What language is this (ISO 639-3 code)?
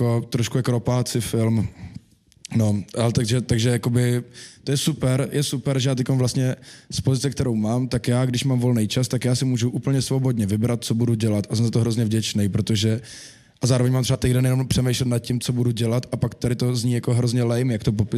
ces